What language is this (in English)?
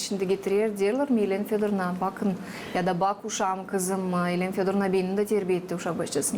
Gagauz